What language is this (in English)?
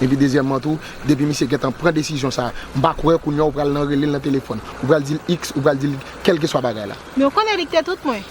Haitian Creole